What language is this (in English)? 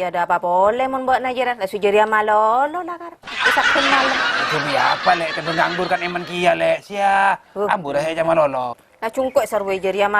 Madurese